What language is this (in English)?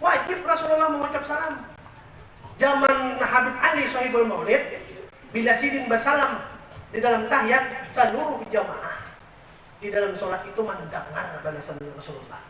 Banjar